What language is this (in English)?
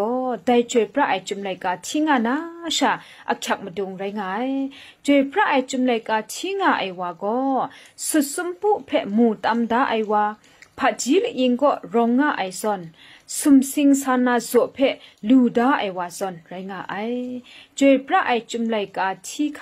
Kachin